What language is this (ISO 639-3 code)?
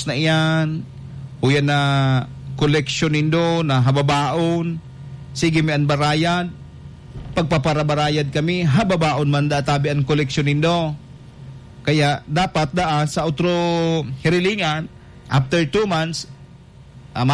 bik